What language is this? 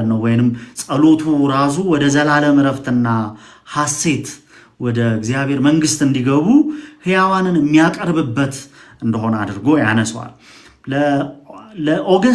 Amharic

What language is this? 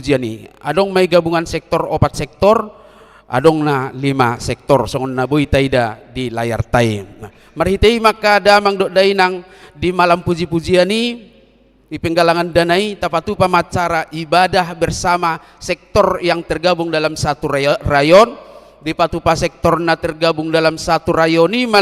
Batak Toba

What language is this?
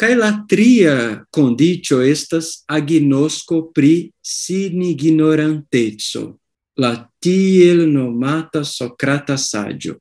Esperanto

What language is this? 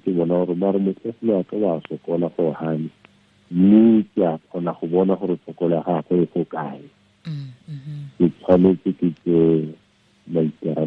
Tswana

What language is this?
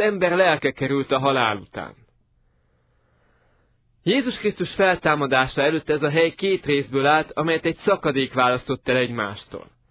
Hungarian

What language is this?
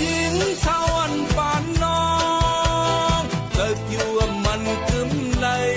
Shan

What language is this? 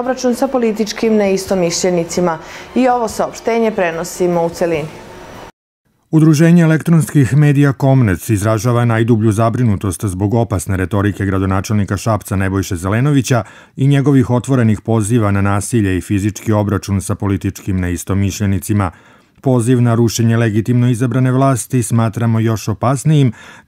Serbian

